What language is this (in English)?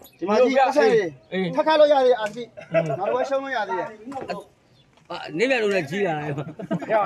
Burmese